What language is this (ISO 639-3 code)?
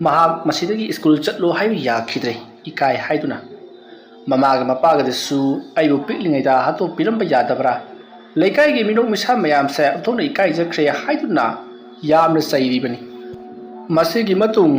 mni